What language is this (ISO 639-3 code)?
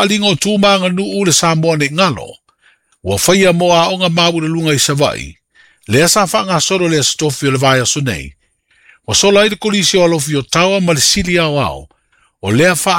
smo